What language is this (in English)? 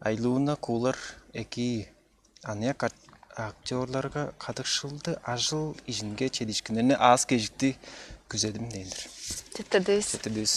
Tuvinian